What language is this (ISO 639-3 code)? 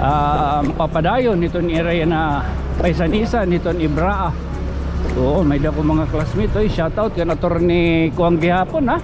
war